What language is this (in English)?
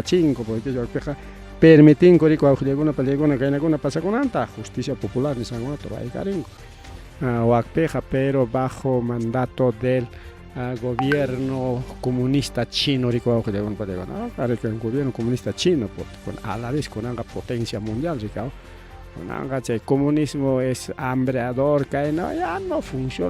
Ayacucho Quechua